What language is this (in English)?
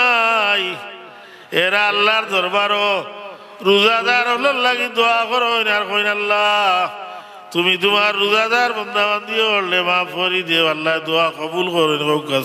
Sylheti